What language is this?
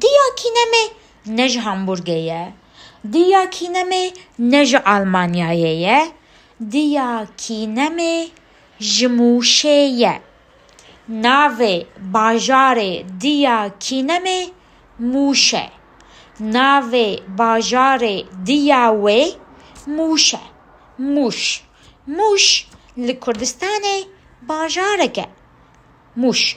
Kurdish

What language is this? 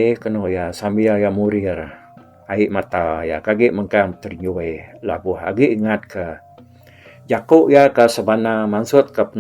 Iban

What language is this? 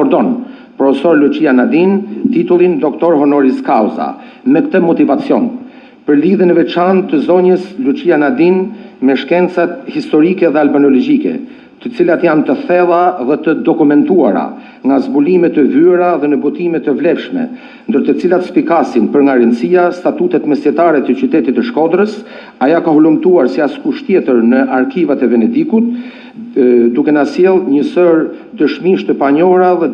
Albanian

